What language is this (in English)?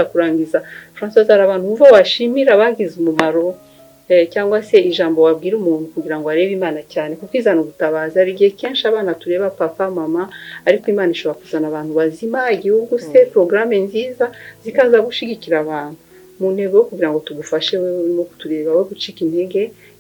Kinyarwanda